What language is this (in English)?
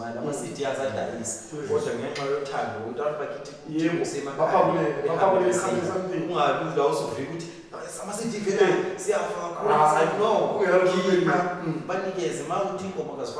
Zulu